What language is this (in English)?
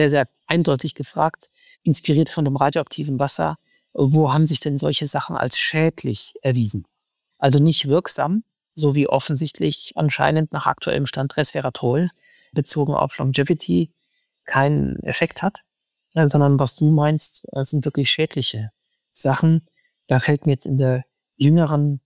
German